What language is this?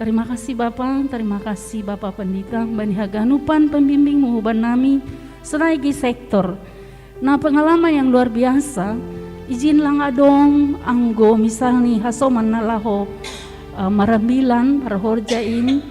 Batak Simalungun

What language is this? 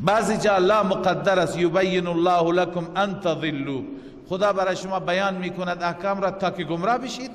Persian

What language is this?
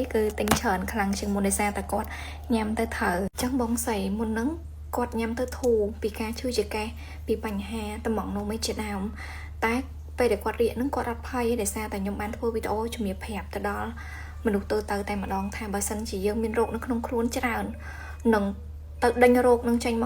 Khmer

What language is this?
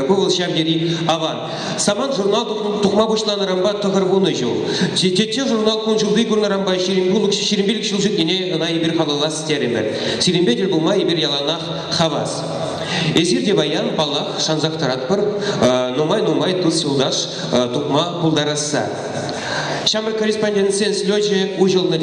Chuvash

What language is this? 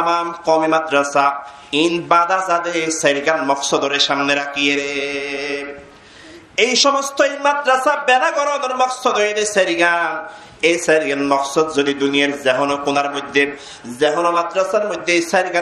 Rohingya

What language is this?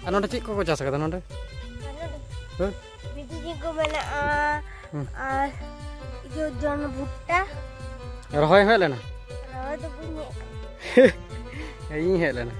Santali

